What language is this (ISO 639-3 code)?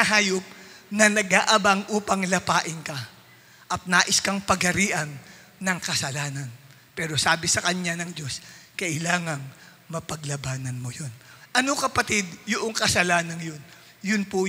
fil